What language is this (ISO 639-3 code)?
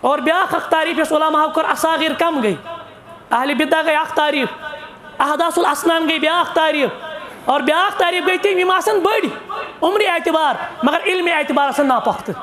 kas